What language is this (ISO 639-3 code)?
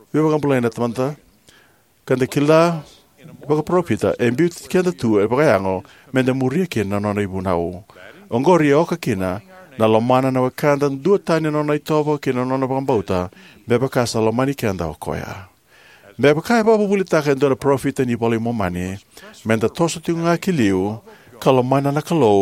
fij